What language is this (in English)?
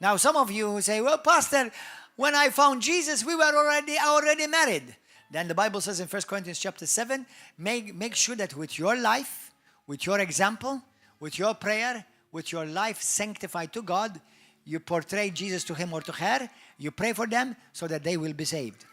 English